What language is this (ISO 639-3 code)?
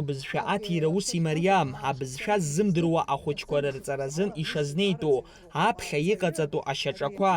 abk